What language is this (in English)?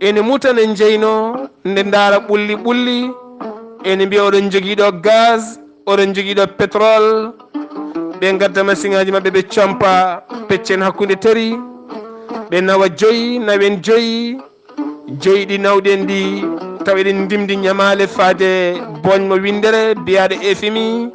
Fula